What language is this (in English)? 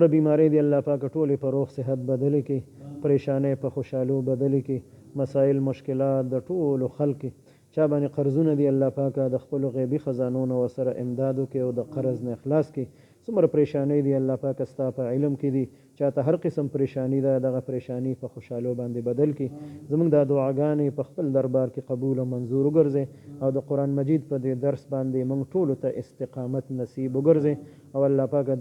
Pashto